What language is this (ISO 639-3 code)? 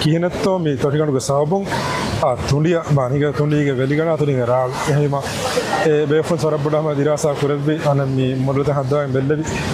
div